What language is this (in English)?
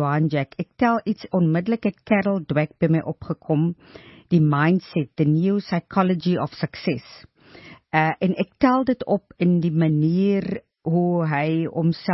Afrikaans